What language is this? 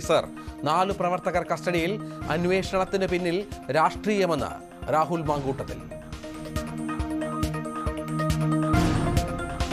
Malayalam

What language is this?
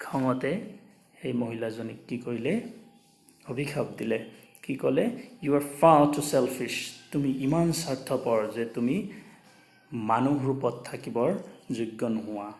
Assamese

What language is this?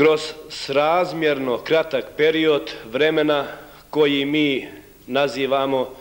Bosnian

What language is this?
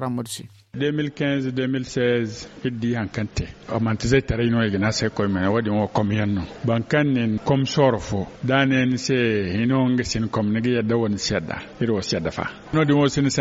Zarma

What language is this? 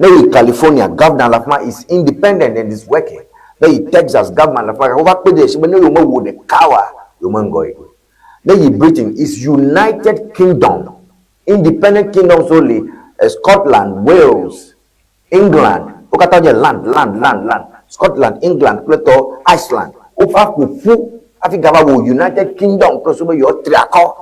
Ewe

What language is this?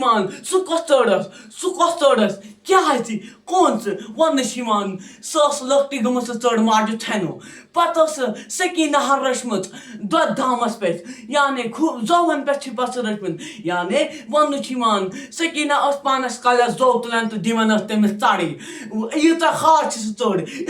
Kashmiri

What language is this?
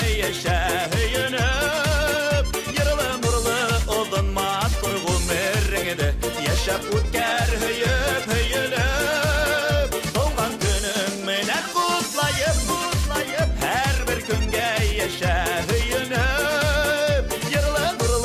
Bashkir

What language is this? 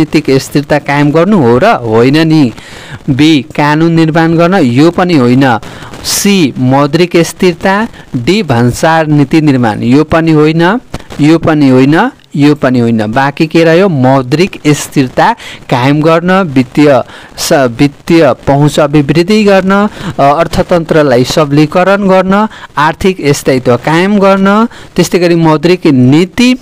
Nepali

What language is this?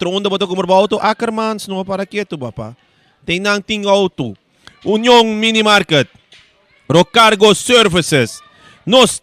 Papiamento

